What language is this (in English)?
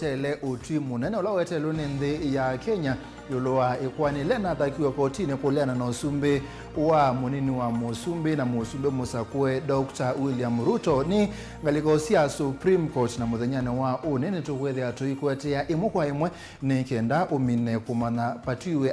Kamba